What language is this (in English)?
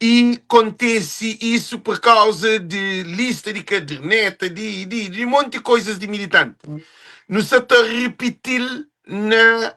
Kabuverdianu